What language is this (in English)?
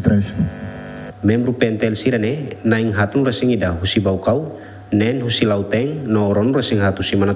Tetum